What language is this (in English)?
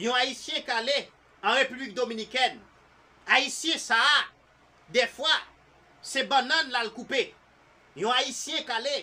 Haitian Creole